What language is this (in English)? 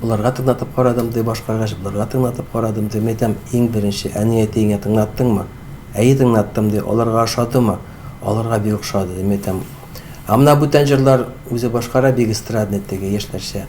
Tatar